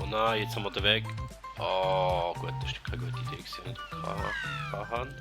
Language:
Swiss German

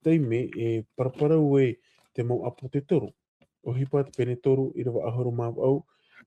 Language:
Tahitian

